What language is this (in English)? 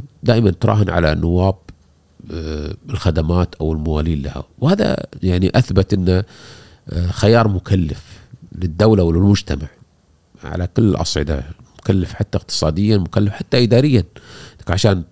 Gulf Arabic